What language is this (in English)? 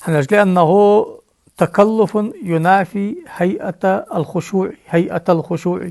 Ingush